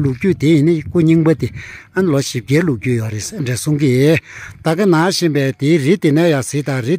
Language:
Tibetan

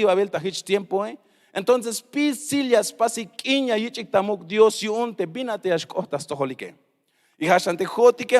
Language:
Tzeltal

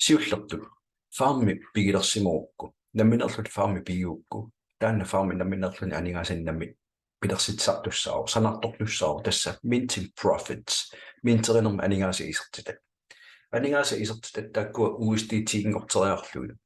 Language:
Kalaallisut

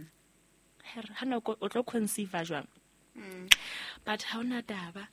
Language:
Southern Sotho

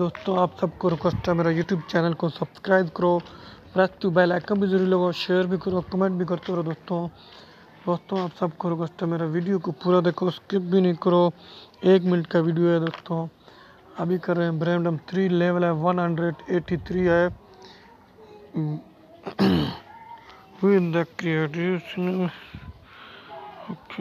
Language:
Hindi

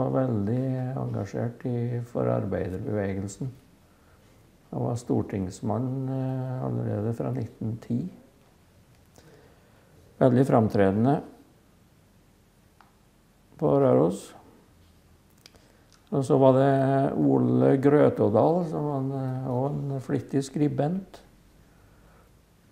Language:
Norwegian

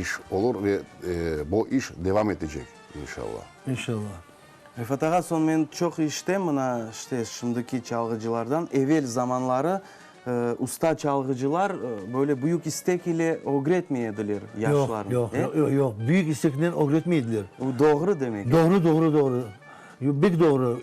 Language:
Crimean Tatar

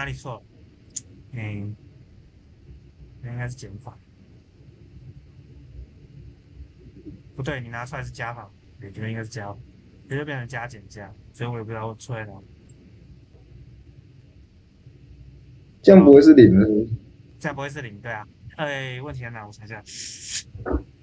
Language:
Chinese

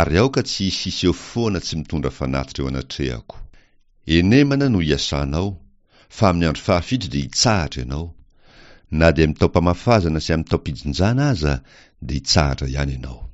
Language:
Malagasy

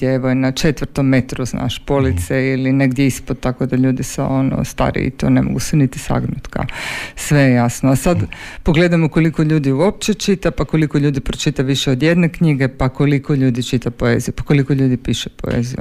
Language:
Croatian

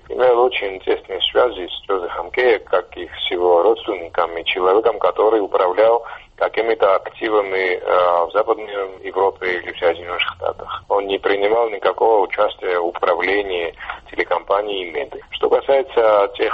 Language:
Russian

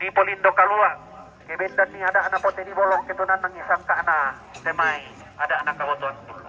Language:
Toraja-Sa'dan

